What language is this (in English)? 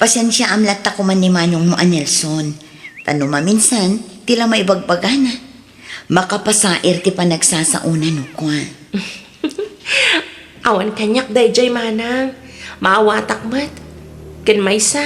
Iloko